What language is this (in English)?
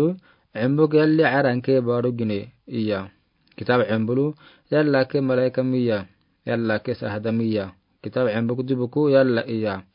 Afar